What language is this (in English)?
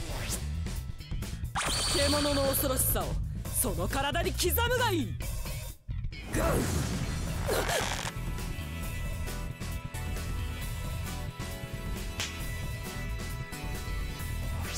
Japanese